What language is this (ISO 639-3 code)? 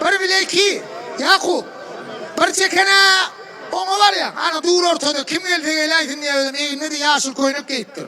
tuk